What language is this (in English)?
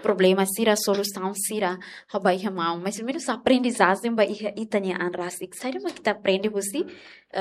Tetum